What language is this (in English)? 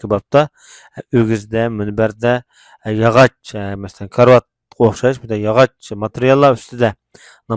Uyghur